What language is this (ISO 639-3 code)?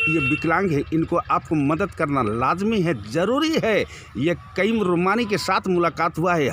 sck